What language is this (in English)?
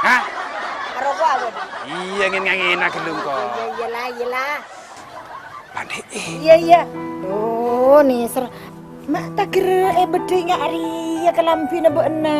Madurese